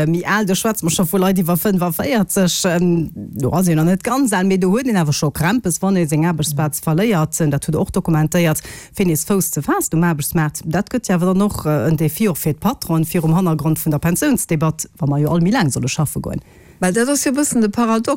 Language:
Luxembourgish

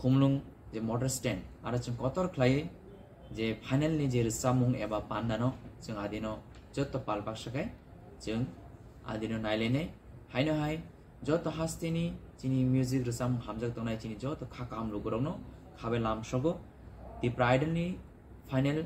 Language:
Kok Borok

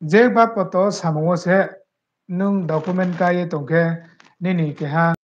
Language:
Riang (India)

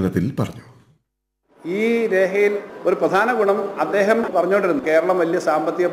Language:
Malayalam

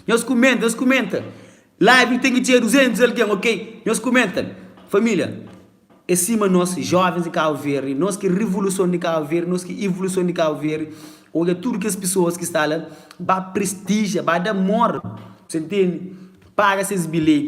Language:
Kabuverdianu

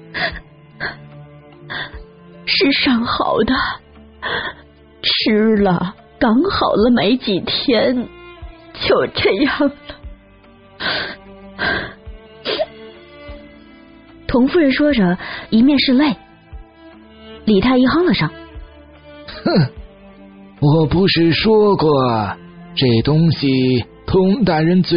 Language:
Chinese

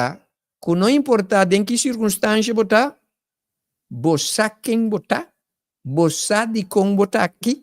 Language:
Papiamento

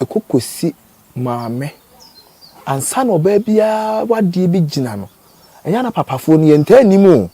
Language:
Akan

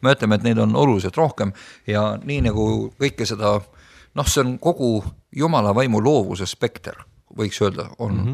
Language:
Estonian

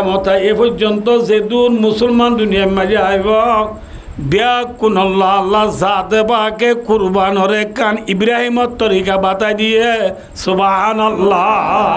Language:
Rohingya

